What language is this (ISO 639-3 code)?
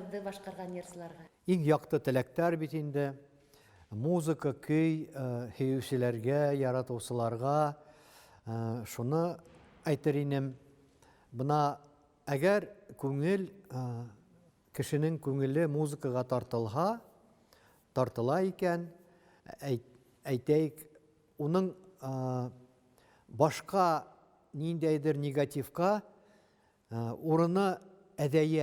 bak